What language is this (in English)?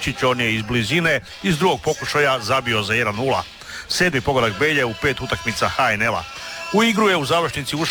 Croatian